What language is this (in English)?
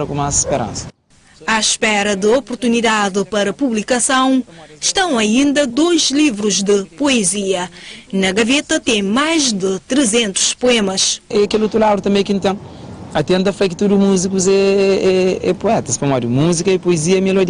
Kabuverdianu